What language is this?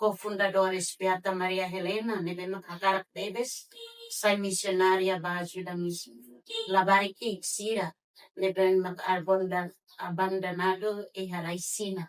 Tetum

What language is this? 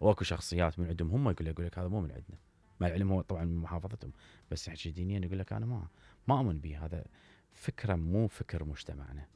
Mesopotamian Arabic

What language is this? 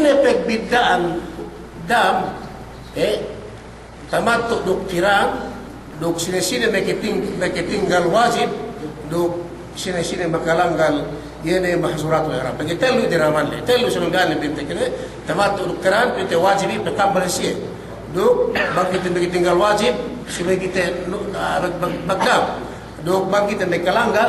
Yakan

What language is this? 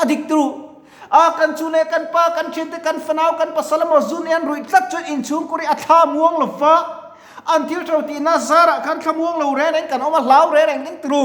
Mizo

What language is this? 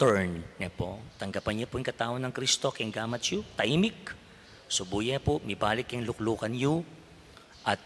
Pampanga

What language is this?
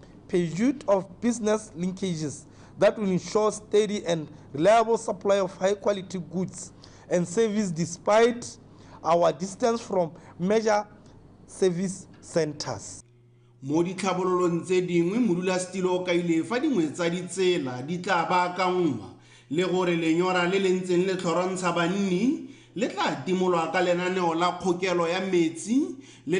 Tswana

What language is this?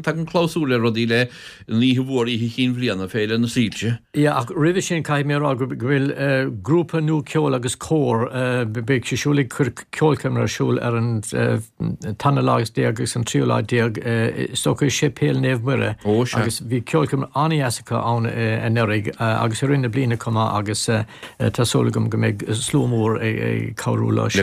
Irish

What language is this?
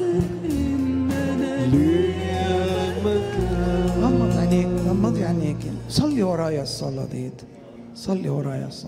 Egyptian Arabic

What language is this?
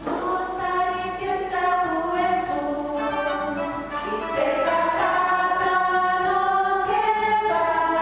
Papiamento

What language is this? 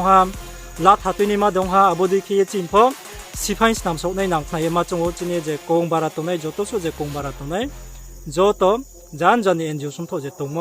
Riang (India)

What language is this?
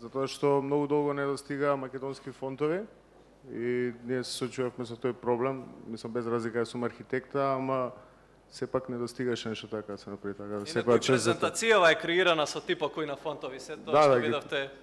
Macedonian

